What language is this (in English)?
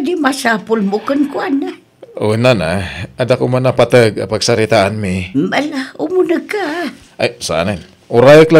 Iloko